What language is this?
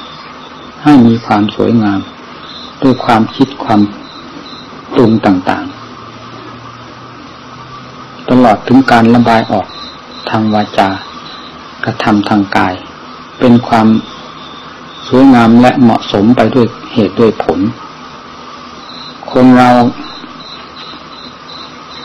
Thai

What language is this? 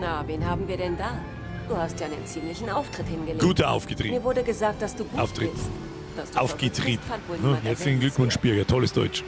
Bavarian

